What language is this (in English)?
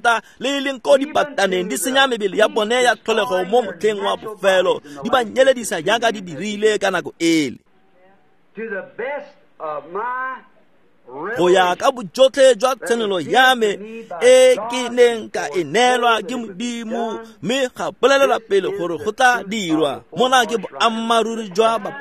Tswana